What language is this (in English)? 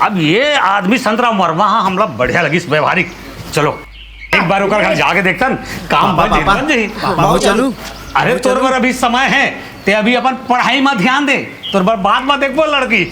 Chhattisgarhi